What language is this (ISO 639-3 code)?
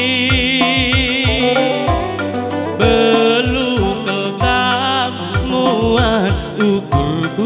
btx